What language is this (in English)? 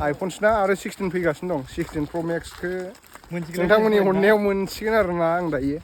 Bodo